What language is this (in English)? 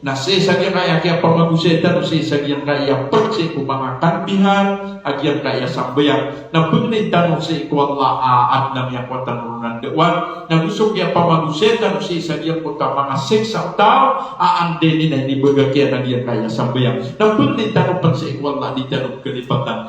Maranao